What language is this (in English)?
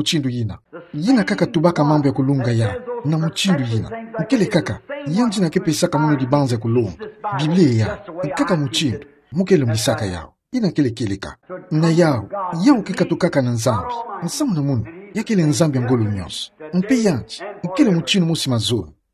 Kituba (Democratic Republic of Congo)